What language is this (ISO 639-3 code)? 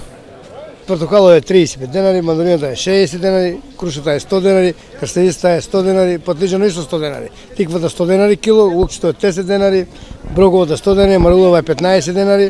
mkd